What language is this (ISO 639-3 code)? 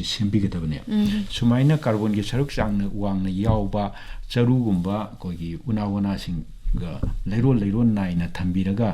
mni